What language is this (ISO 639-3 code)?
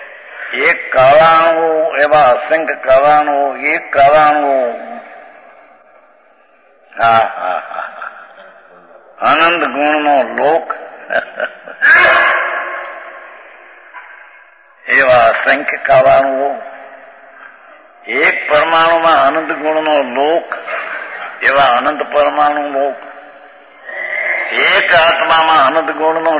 guj